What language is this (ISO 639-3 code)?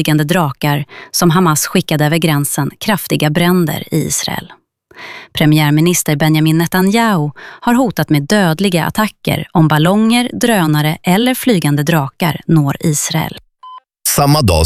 swe